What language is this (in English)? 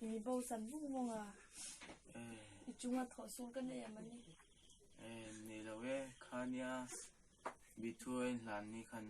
Hmar